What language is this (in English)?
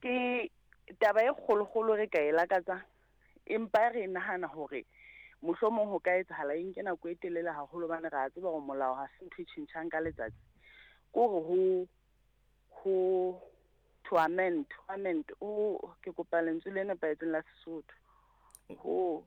Southern Sotho